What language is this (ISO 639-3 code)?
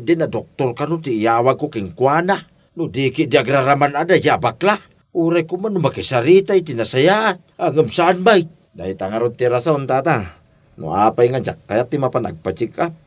ilo